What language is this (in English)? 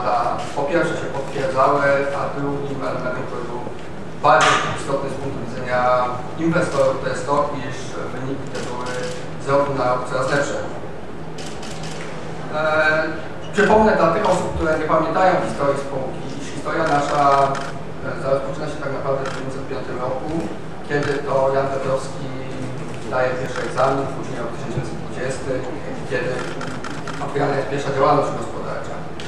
Polish